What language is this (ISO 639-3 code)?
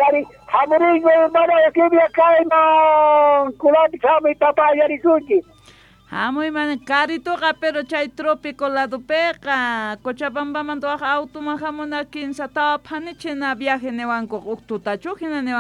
quh